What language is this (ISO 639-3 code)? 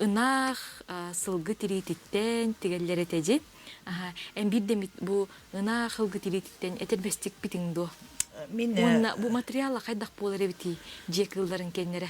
sah